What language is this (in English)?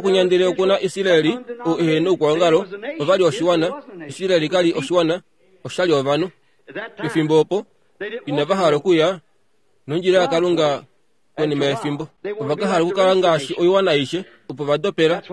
Kuanyama